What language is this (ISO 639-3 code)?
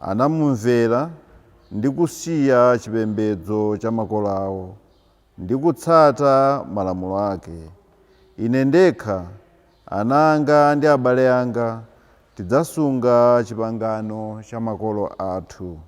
nya